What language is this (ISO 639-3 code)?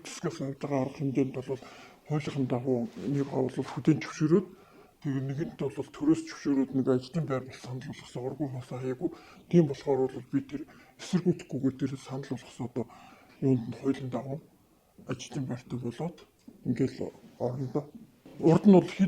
mon